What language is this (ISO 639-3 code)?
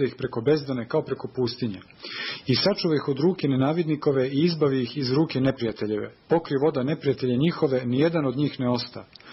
srp